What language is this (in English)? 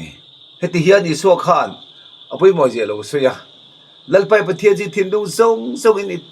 Mizo